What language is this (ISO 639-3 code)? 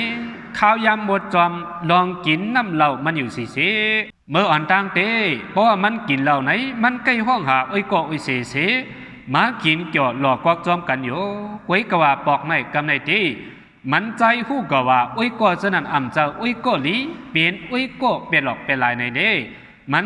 shn